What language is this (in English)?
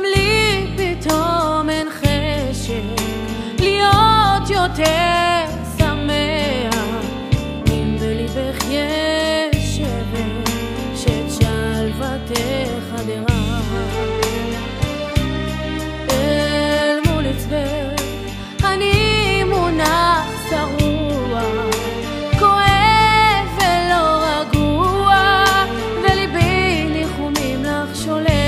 Hebrew